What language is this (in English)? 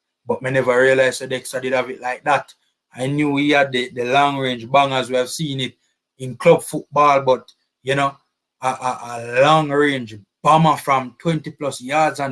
Jamaican Creole English